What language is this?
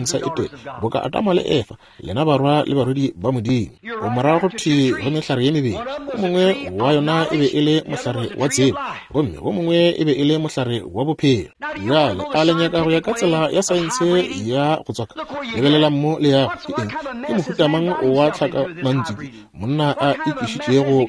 Northern Sotho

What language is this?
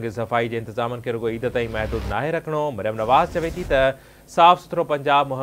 Sindhi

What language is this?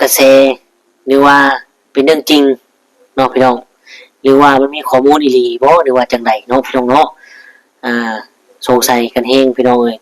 Northeastern Thai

